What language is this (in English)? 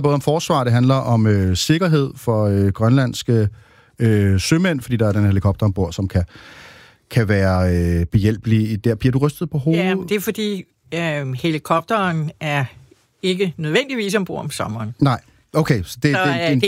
Danish